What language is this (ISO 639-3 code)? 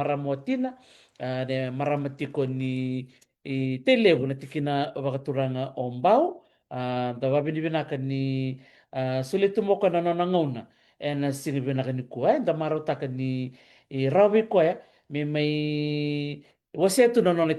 fij